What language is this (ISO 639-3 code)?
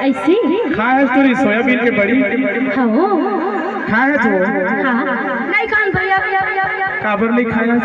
hne